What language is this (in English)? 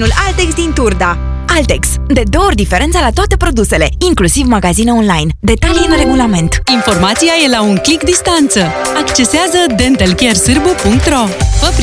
Romanian